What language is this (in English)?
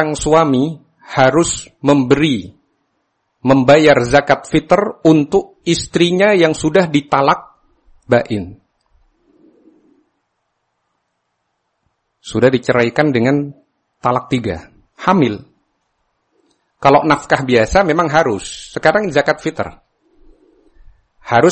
Indonesian